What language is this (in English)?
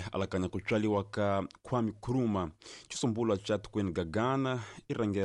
Tsonga